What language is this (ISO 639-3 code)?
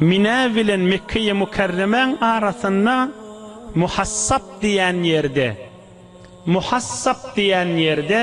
tuk